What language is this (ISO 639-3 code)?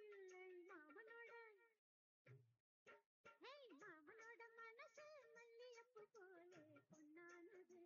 tam